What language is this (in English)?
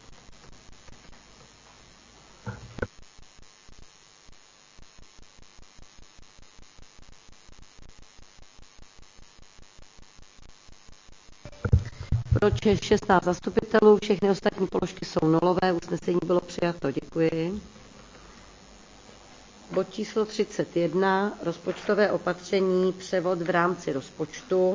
Czech